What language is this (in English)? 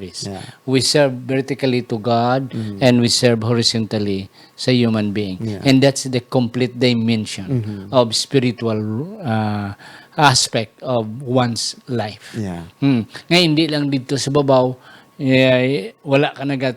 Hiligaynon